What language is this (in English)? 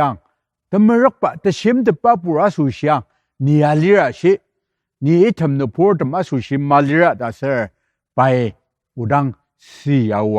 Ao Naga